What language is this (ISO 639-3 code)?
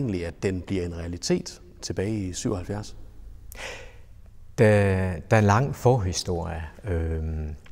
dan